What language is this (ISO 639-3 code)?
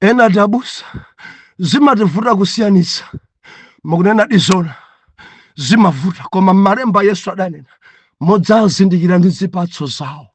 nya